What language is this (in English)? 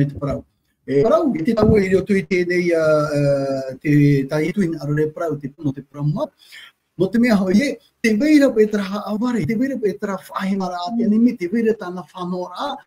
Tahitian